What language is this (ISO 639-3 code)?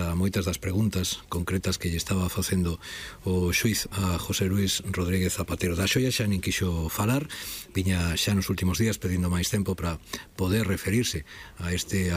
glg